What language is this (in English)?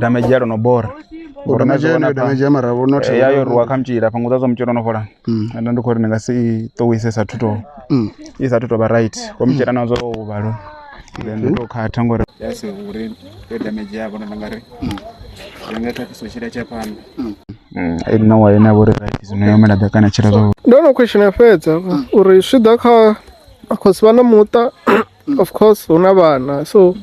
Venda